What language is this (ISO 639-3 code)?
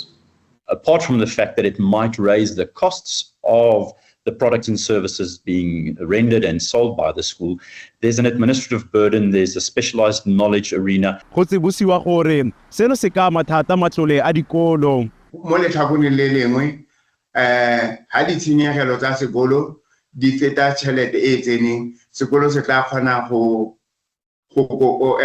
tsn